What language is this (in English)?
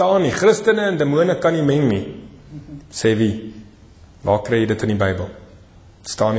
Afrikaans